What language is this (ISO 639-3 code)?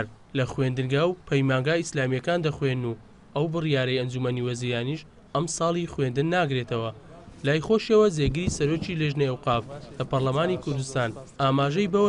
ckb